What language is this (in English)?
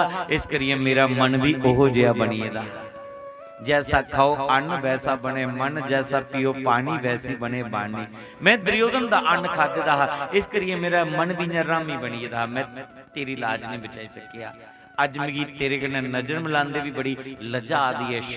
Dogri